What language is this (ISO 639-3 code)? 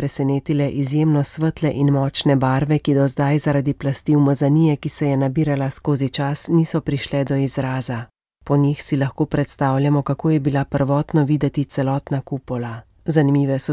slv